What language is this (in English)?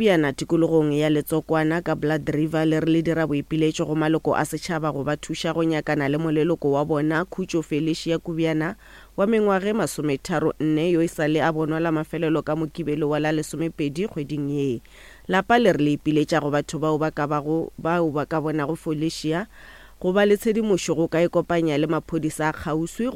Northern Sotho